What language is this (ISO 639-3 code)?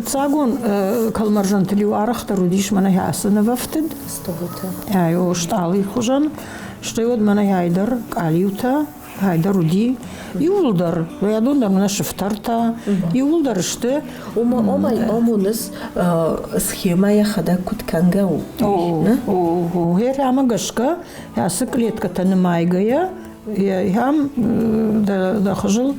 oss